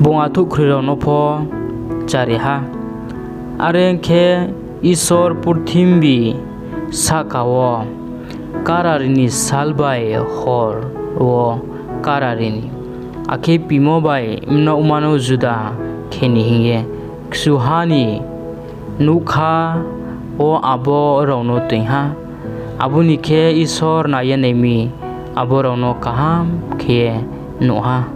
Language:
Riang (India)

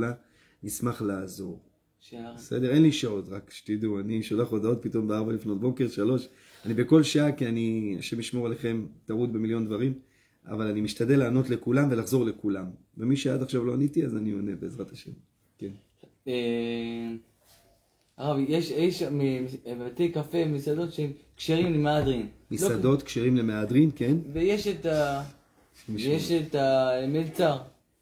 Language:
Hebrew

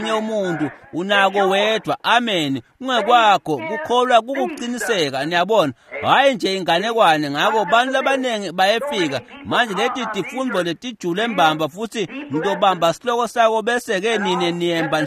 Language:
Swati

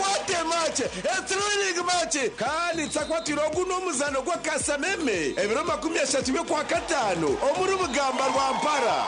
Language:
Nyankole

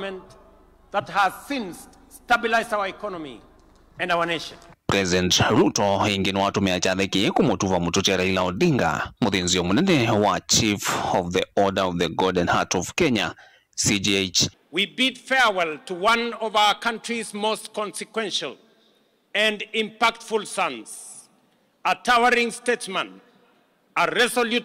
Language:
Kamba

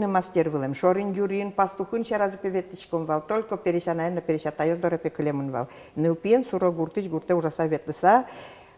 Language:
Udmurt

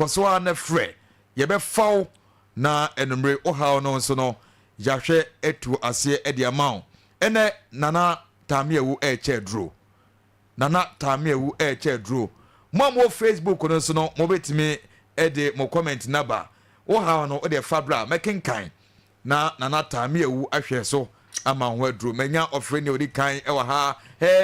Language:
Akan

